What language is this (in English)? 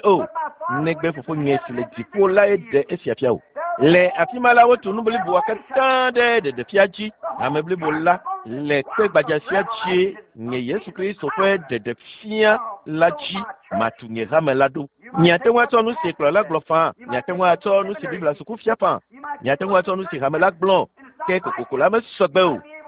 Ewe